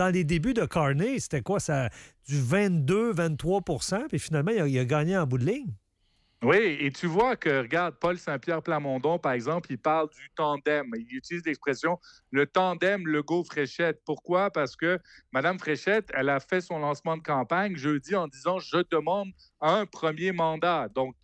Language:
French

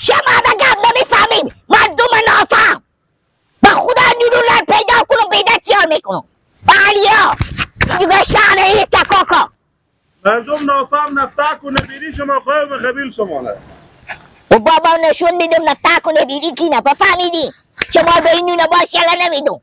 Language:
Persian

